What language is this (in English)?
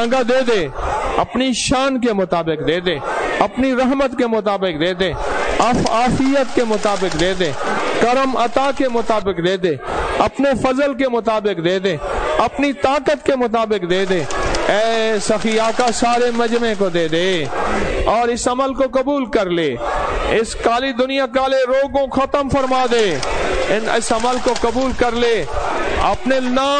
Urdu